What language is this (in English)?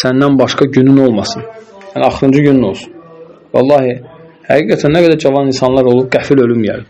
Azerbaijani